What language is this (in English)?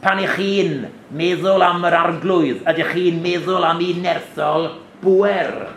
Welsh